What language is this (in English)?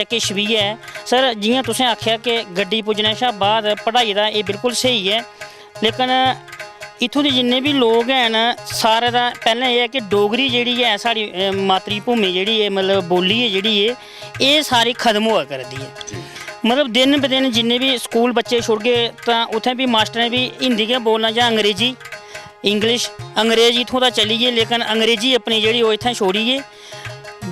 Dogri